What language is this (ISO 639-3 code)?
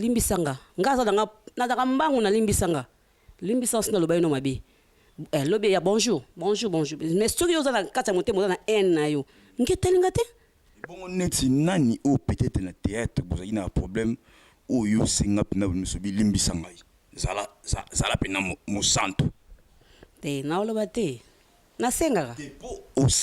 lin